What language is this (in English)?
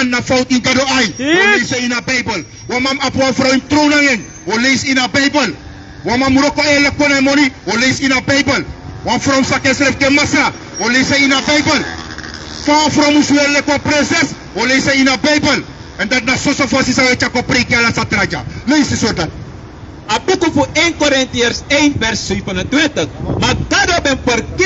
Sranan Tongo